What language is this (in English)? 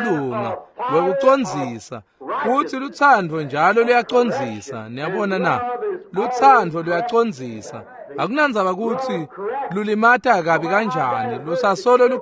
Swati